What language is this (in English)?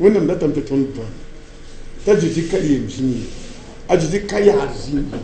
Mossi